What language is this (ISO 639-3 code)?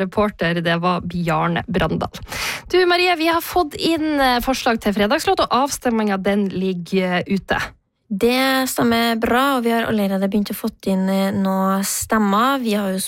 nor